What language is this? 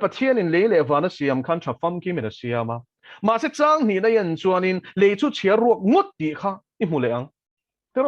Mizo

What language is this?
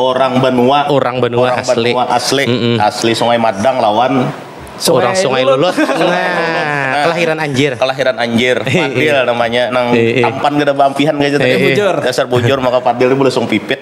Banjar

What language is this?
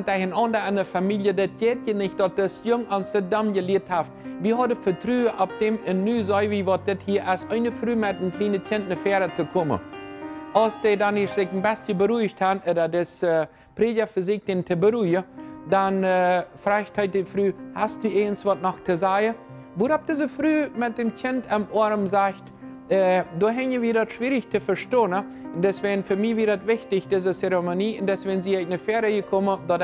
Plautdietsch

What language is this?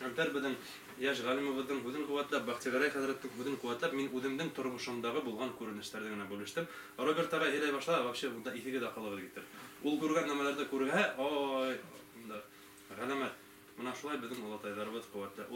Bashkir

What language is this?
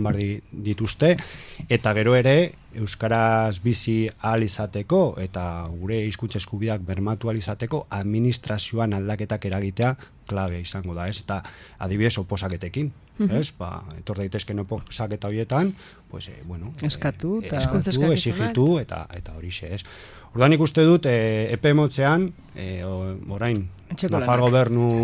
Basque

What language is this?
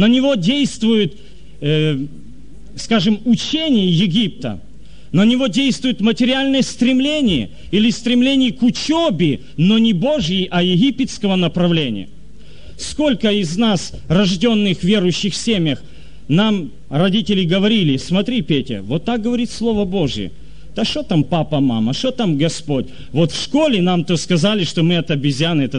Russian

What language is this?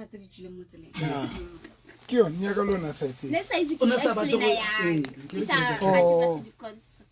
Southern Sotho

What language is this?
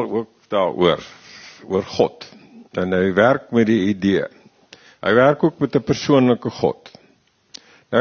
Afrikaans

